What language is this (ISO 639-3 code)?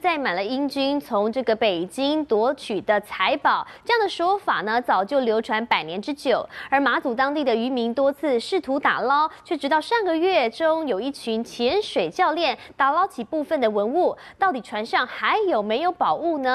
zho